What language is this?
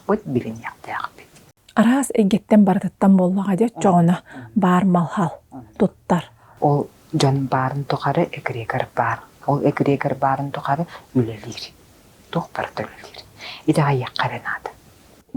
Yakut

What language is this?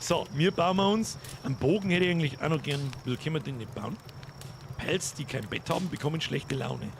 Bavarian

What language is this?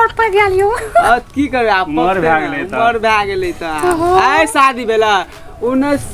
Maithili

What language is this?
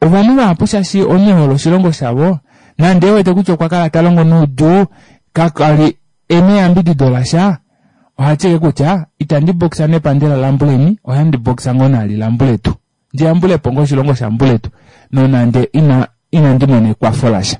Kuanyama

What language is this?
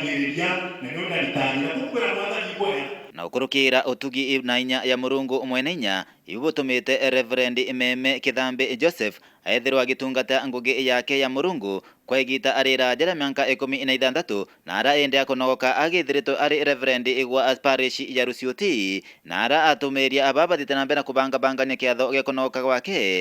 Meru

